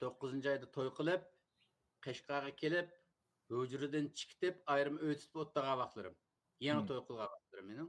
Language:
Uyghur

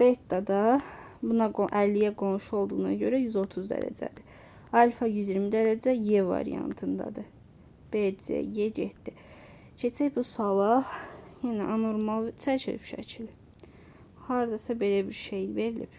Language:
Azerbaijani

